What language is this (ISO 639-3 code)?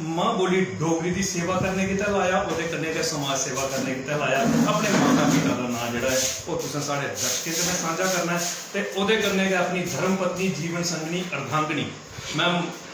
doi